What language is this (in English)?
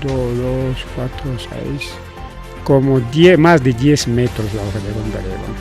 Ayacucho Quechua